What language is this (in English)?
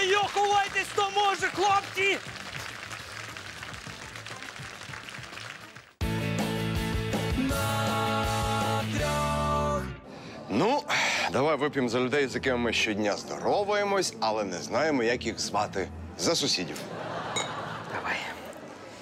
Ukrainian